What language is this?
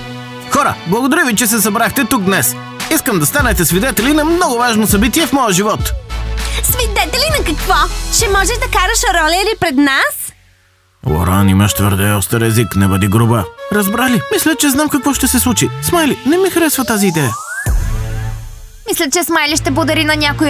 Bulgarian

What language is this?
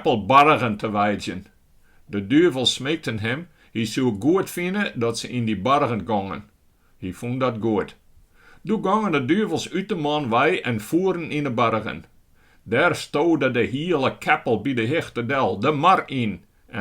Western Frisian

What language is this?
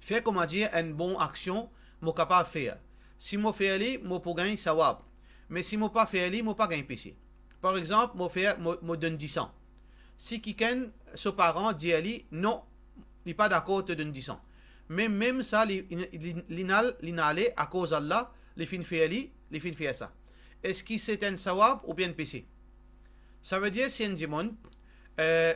Morisyen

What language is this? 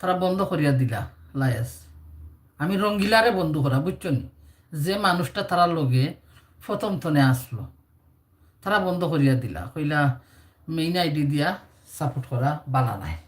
Sylheti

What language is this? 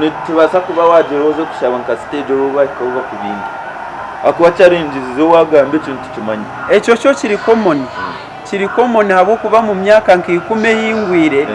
Nyankole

